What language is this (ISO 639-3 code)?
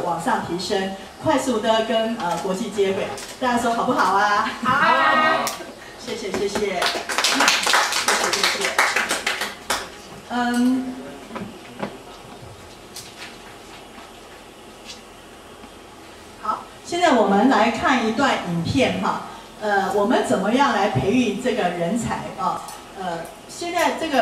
zho